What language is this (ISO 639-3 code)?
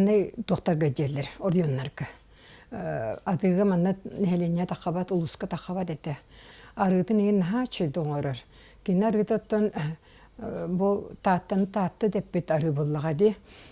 sah